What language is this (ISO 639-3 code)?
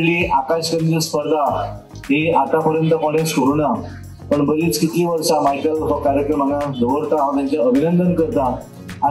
kok